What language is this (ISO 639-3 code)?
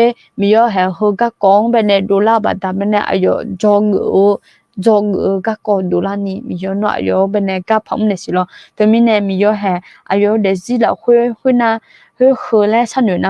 ahk